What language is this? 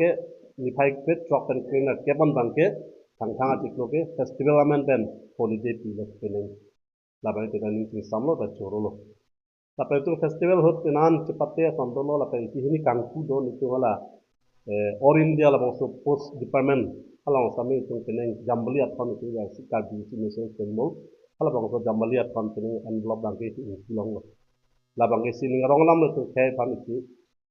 Karbi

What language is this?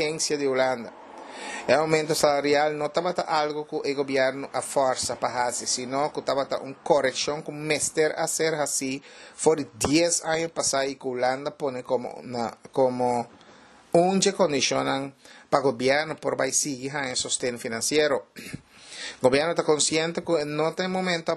Papiamento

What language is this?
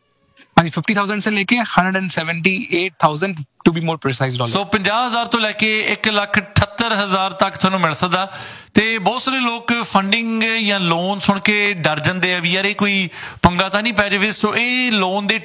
Punjabi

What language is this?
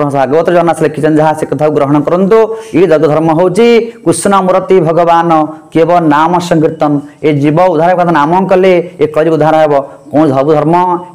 Odia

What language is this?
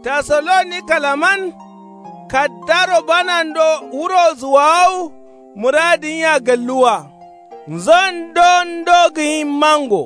Kanuri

